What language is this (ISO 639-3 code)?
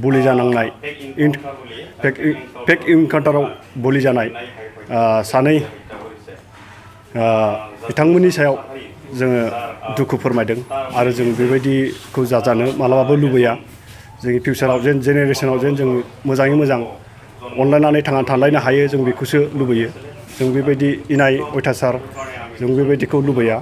brx